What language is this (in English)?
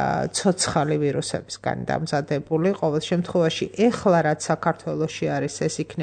Georgian